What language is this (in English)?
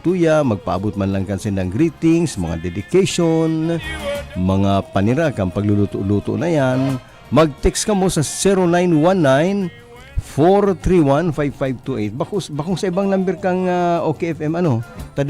Bikol